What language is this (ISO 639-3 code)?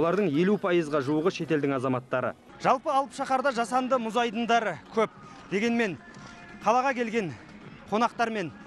kaz